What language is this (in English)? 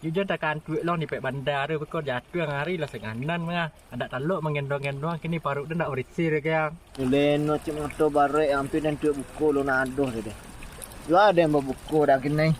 Minangkabau